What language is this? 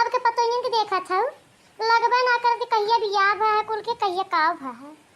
Bhojpuri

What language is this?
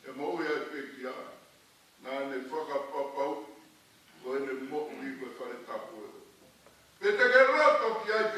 Tongan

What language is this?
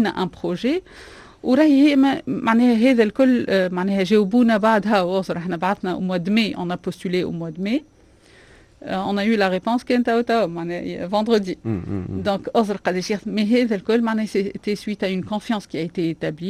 Tunisian Arabic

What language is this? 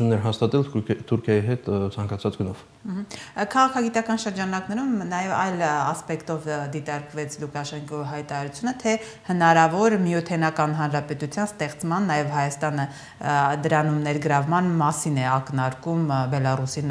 Armenian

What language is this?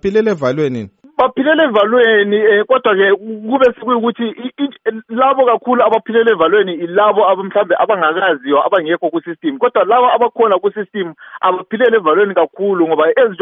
North Ndebele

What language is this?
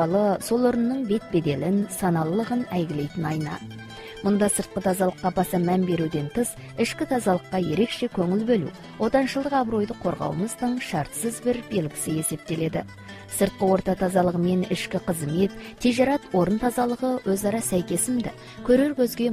Kazakh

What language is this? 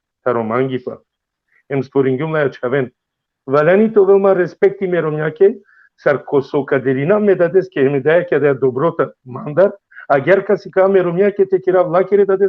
Balkan Romani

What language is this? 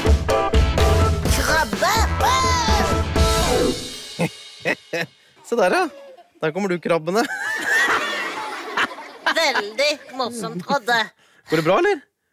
Norwegian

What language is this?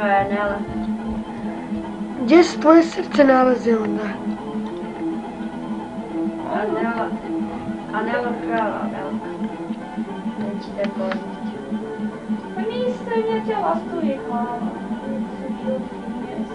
Bosnian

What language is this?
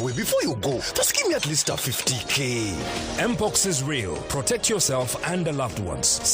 Nyankole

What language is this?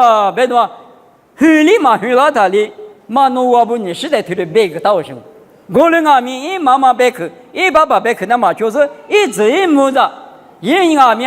Lisu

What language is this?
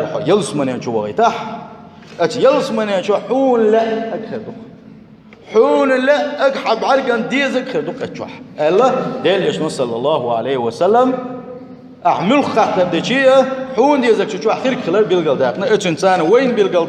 Chechen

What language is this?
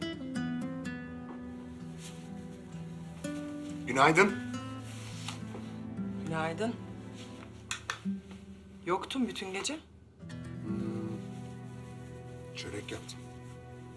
Turkish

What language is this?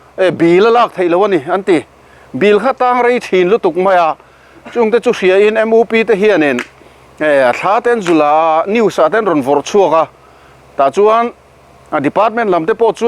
Mizo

